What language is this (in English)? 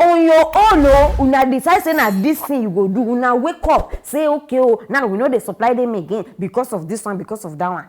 Nigerian Pidgin